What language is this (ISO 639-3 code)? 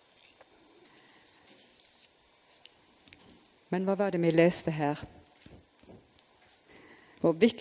nor